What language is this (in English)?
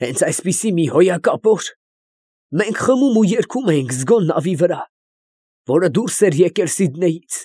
Armenian